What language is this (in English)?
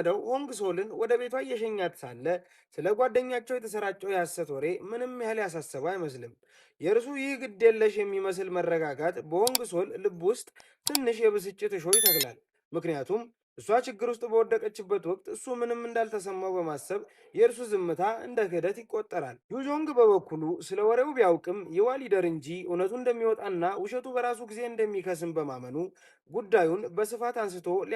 Amharic